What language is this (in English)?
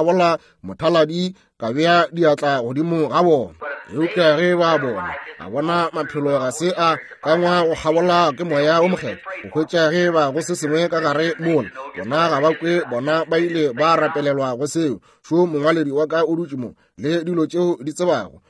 Northern Sotho